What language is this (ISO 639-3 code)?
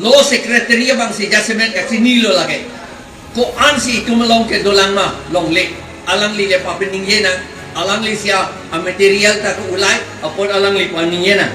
mjw